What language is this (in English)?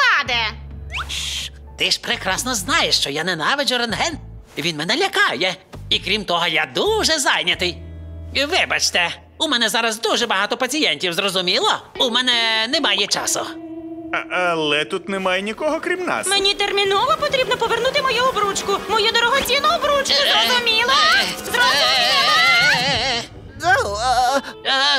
Ukrainian